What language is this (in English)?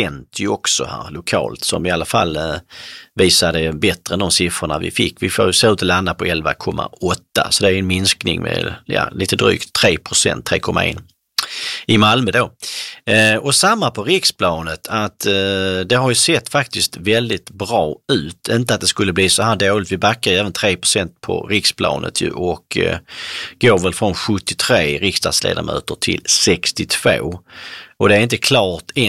Swedish